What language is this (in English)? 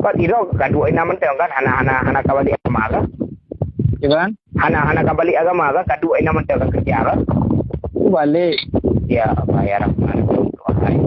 Achinese